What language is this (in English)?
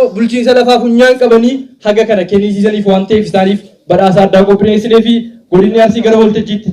Oromo